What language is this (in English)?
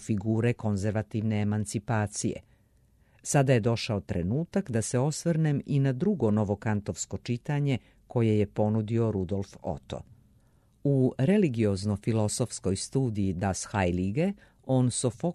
Serbian